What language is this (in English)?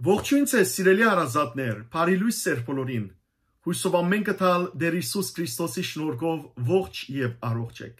Western Armenian